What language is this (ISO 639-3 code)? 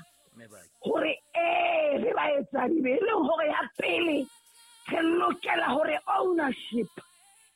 sot